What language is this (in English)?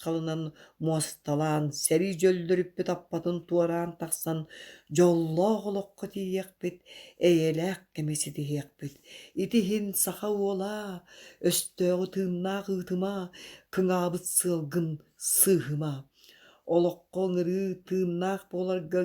Yakut